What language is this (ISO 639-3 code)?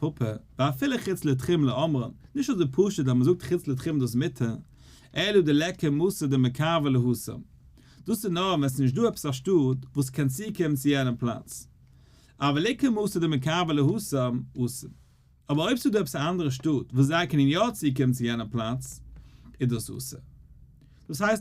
yid